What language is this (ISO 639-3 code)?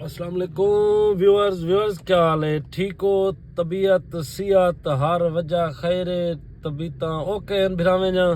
skr